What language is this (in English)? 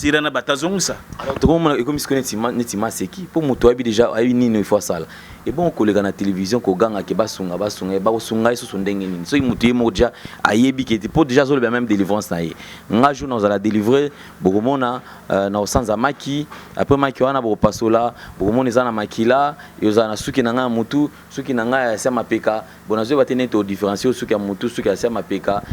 Lingala